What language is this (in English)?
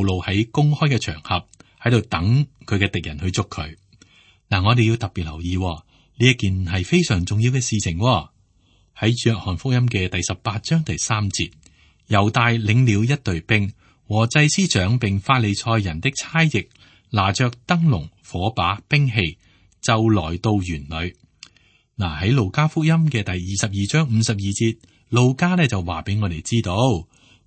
Cantonese